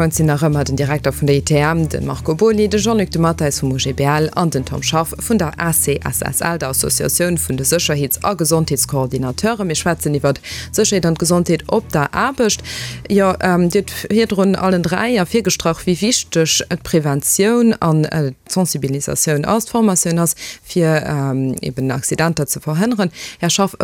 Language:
Luxembourgish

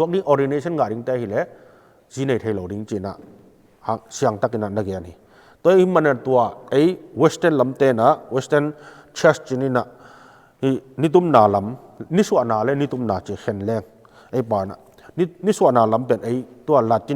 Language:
Tedim Chin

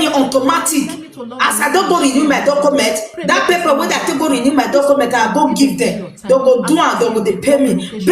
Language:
Nigerian Pidgin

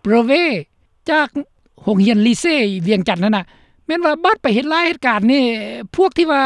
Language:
Lao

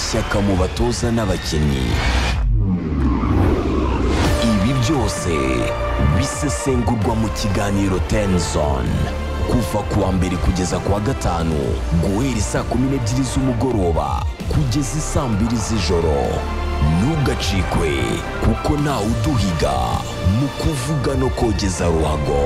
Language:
Kinyarwanda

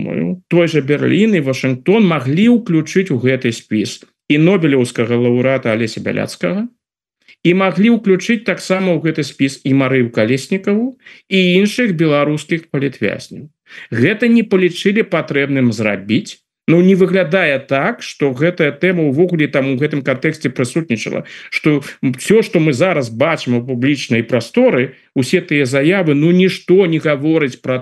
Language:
Belarusian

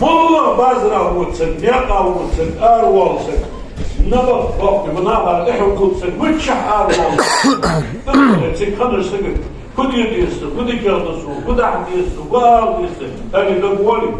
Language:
Ingush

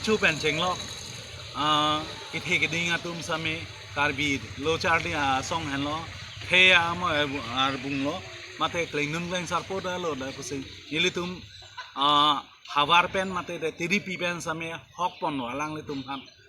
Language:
Karbi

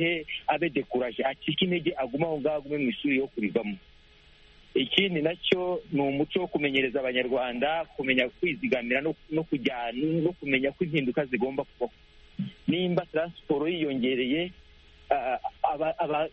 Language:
Kinyarwanda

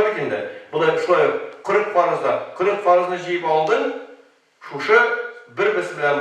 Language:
Tatar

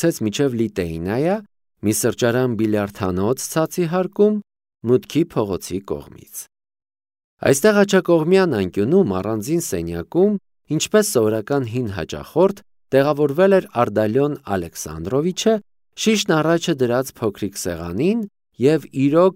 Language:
Armenian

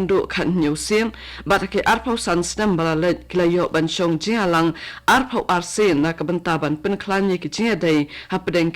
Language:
Khasi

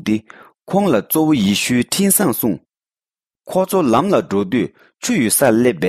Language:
Tibetan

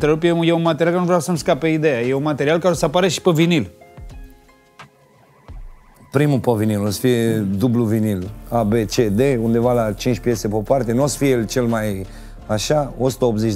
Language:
Romanian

